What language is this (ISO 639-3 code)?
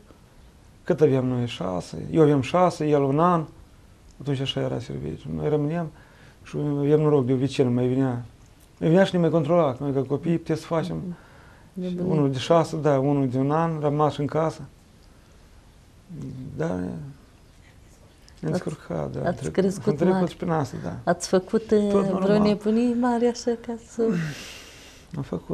ron